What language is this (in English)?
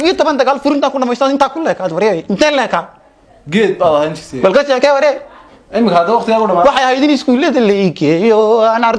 Somali